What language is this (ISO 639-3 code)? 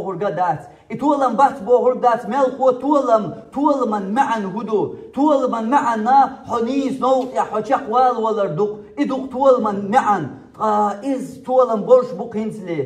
che